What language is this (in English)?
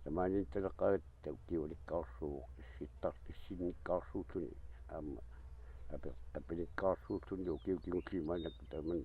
Kalaallisut